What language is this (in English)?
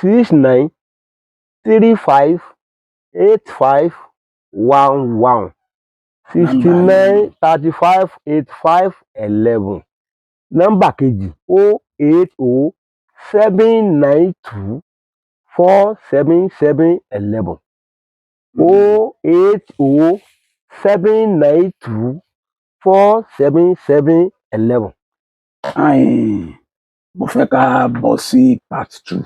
Yoruba